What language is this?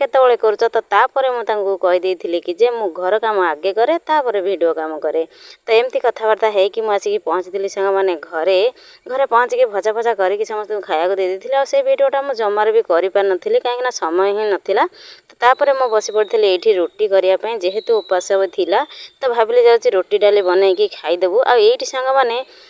Odia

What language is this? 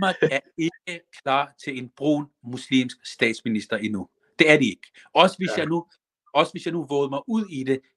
Danish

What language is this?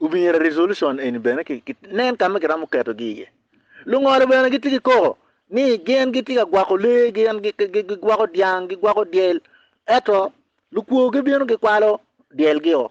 Acoli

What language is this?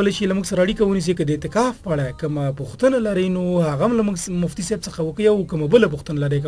Pashto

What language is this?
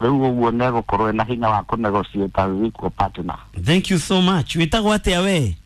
Kikuyu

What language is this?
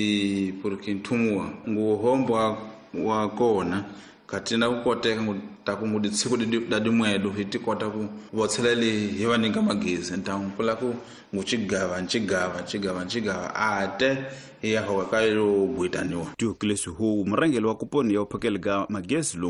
Tsonga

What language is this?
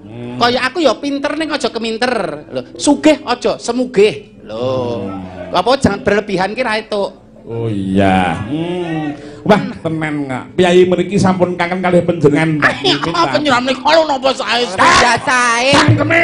Javanese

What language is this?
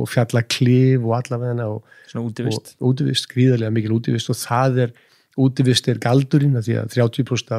Icelandic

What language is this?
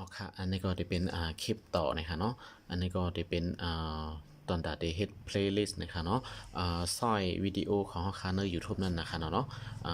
Shan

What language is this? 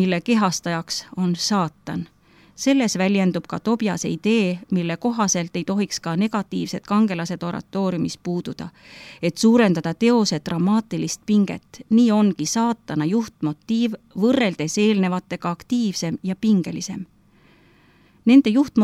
Estonian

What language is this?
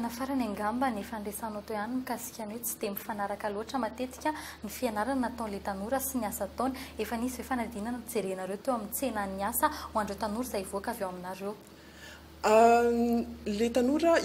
Malagasy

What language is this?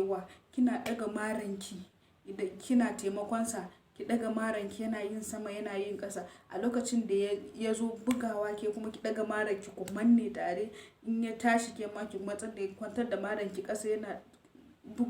Hausa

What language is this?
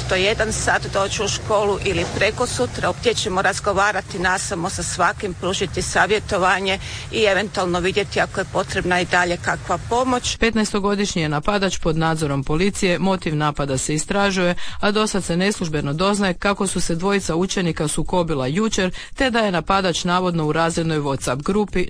Croatian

